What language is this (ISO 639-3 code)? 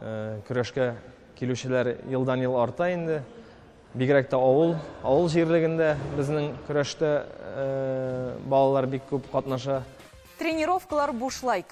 tat